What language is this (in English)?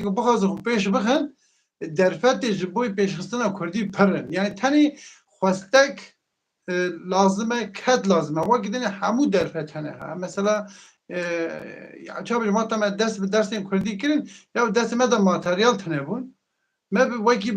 Kurdish